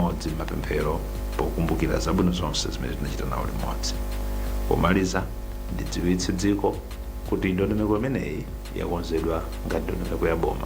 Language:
Nyanja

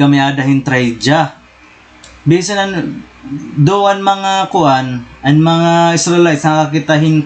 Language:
Waray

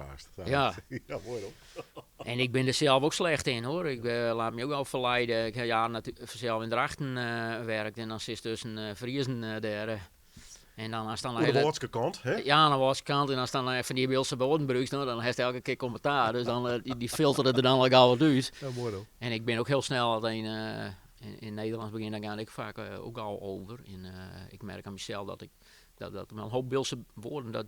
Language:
Western Frisian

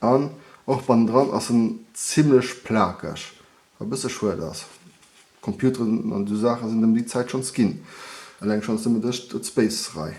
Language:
Luxembourgish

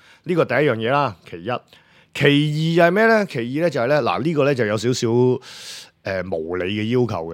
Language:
Cantonese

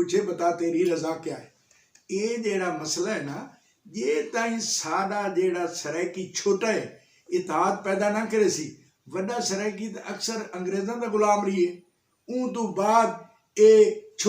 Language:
Saraiki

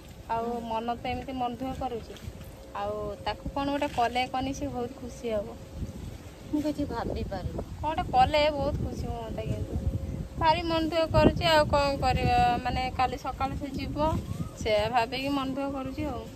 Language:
Odia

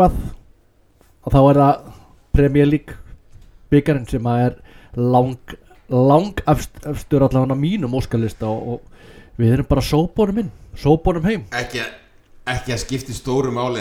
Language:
Icelandic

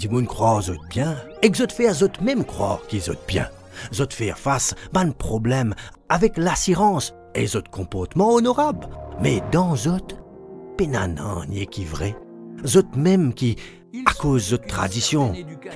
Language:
Morisyen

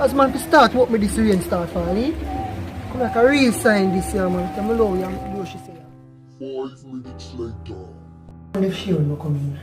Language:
Jamaican Creole English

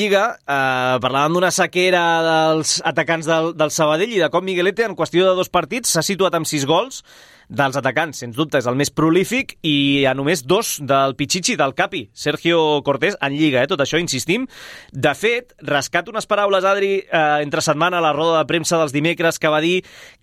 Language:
Catalan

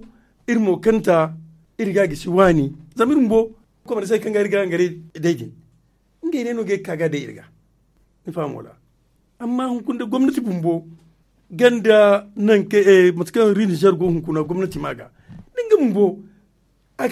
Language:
Zarma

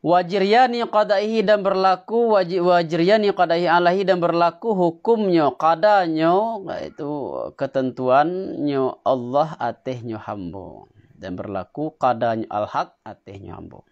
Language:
Minangkabau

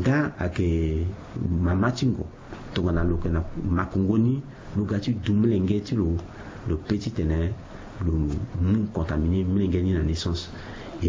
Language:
Sango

